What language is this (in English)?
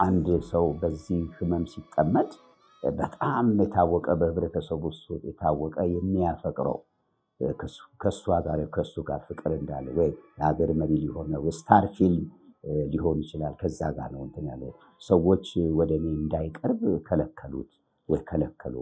Amharic